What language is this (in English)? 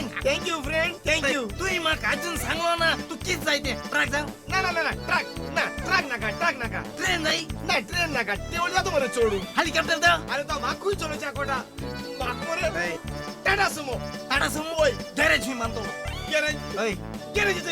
Konkani